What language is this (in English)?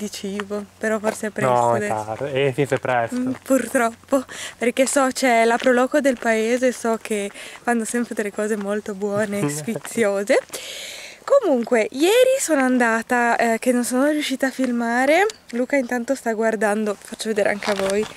Italian